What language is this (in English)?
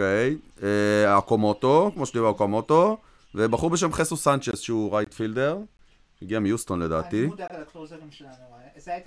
Hebrew